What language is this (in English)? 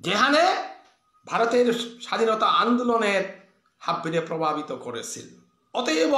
Bishnupriya